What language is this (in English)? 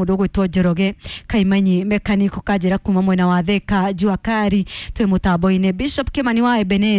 Kikuyu